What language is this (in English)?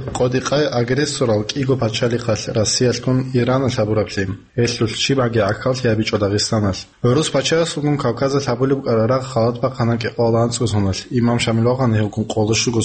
Avaric